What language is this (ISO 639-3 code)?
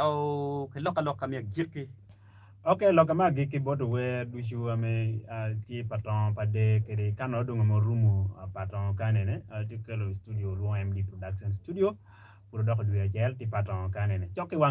ach